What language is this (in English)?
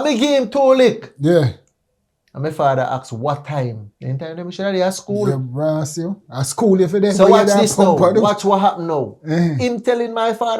Jamaican Creole English